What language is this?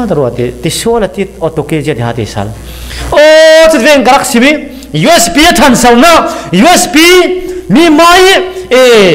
Falam Chin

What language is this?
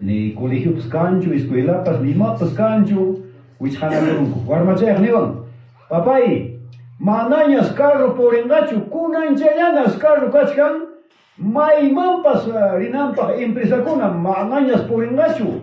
Ayacucho Quechua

